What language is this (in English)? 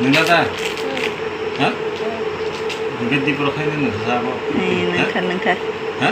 Kok Borok